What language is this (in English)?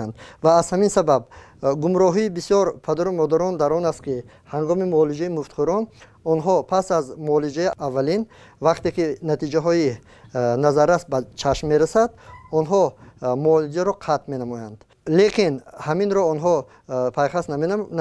Tajik